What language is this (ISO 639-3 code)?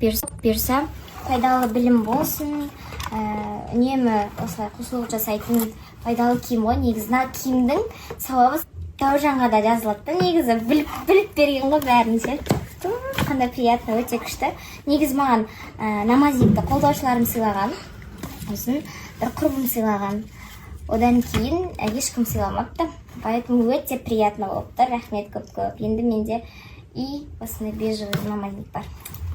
kaz